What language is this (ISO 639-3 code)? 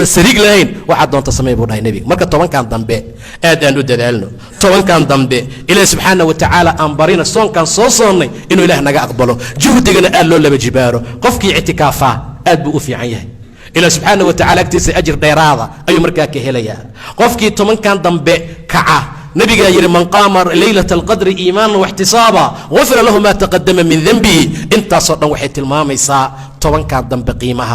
som